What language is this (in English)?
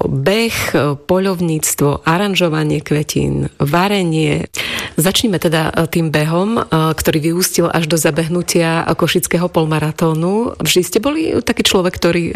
Slovak